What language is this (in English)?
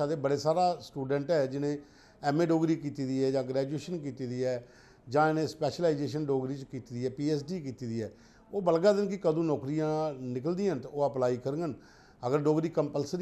Dogri